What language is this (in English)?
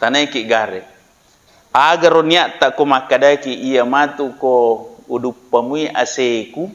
Buginese